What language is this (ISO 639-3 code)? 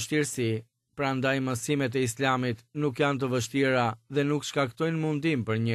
sqi